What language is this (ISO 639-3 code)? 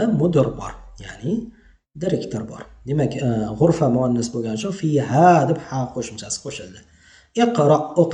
uzb